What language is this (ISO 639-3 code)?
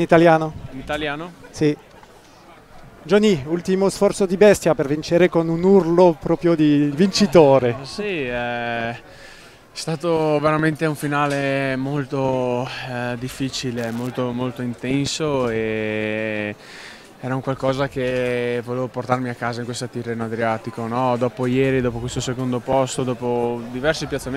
ita